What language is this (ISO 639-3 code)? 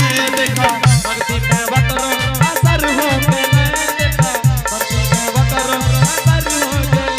anp